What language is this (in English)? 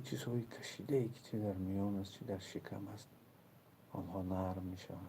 Tajik